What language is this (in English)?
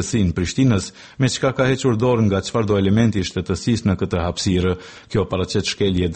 Albanian